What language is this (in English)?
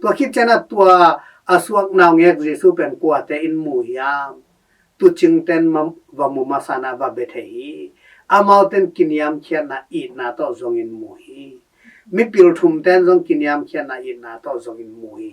Tedim Chin